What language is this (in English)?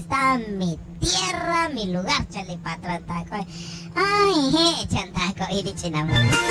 Kekchí